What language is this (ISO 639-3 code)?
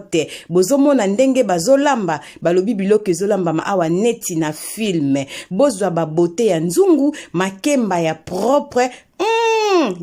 lin